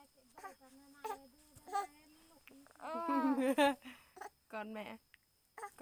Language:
Lao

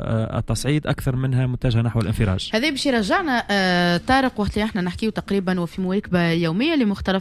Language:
Tunisian Arabic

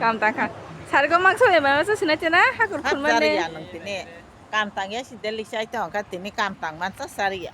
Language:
Kok Borok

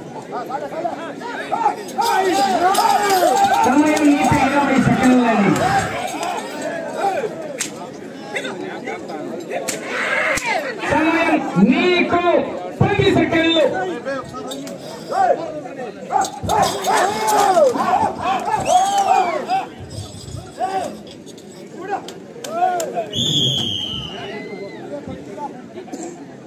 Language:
Telugu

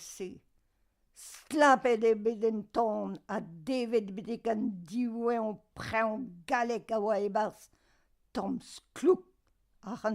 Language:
Breton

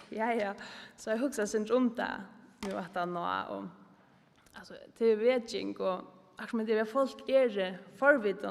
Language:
Faroese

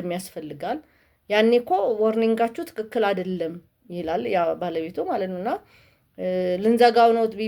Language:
Amharic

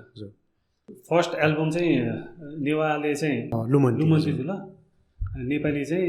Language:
Newari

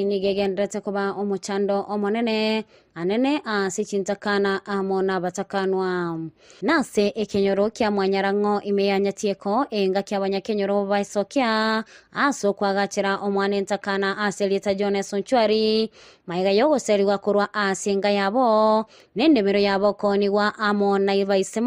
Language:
Gusii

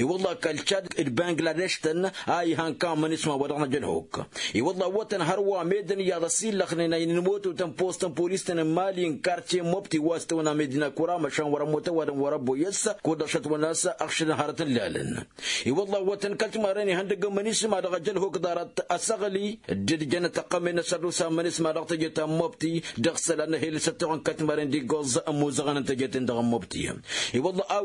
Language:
Tamasheq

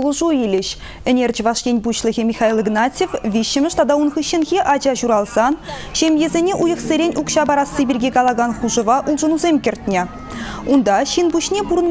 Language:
Chuvash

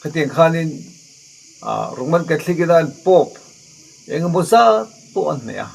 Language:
Mizo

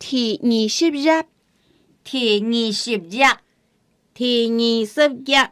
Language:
Hakka Chinese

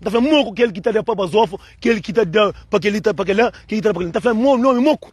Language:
Kabuverdianu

